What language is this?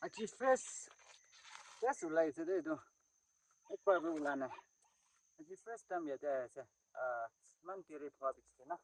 Naga Pidgin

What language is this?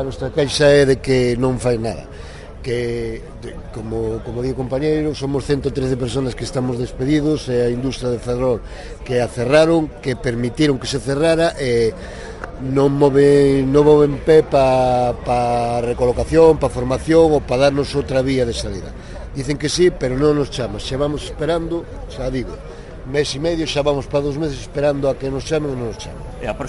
Galician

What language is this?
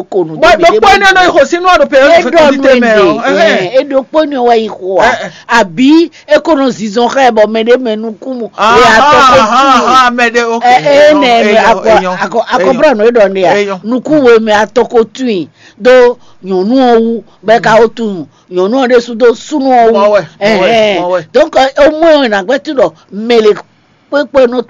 Fon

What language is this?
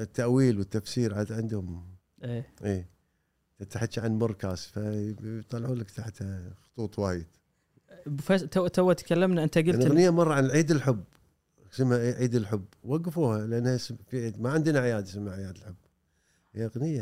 Gulf Arabic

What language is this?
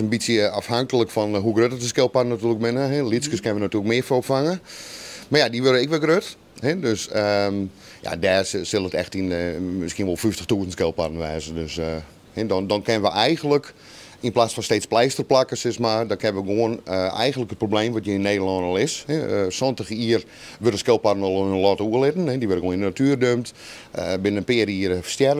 Western Frisian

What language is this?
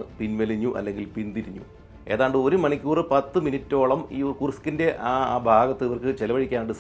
Malayalam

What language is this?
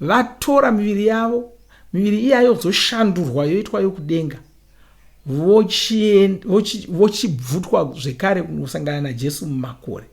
Shona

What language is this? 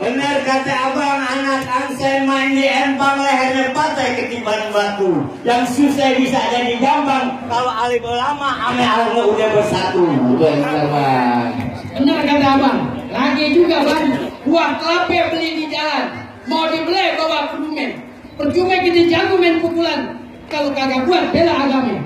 Betawi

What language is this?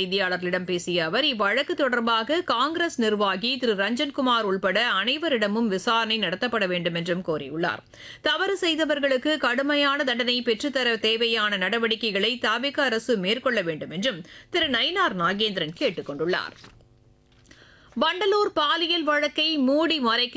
Tamil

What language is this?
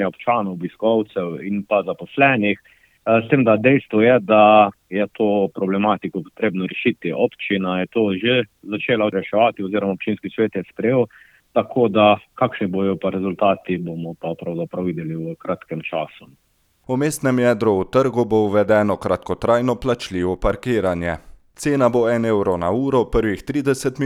Slovenian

